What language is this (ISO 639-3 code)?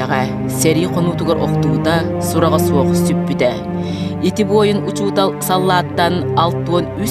sah